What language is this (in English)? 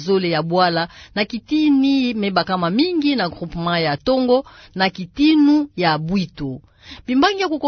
Kituba (Democratic Republic of Congo)